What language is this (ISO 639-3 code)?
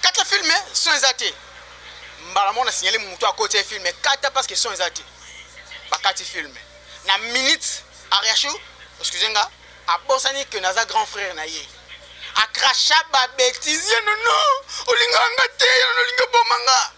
lin